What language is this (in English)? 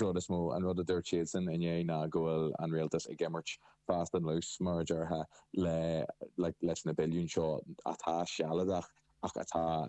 Irish